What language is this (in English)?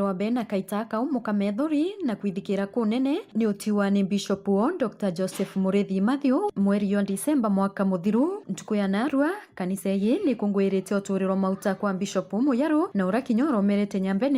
Meru